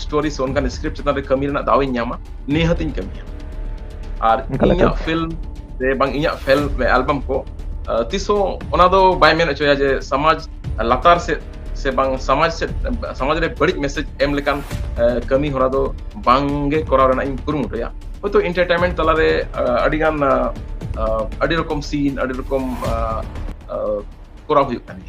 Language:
Santali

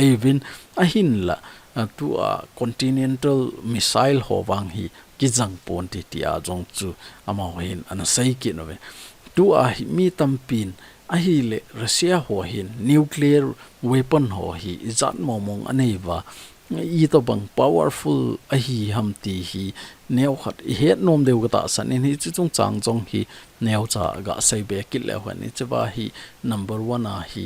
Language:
Thado Chin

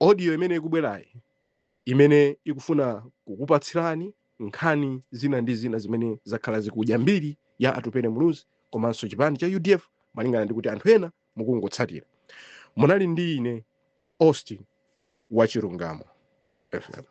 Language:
Nyanja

